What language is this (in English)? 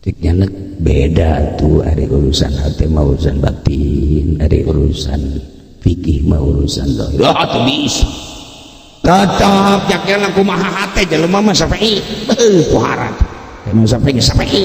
Sundanese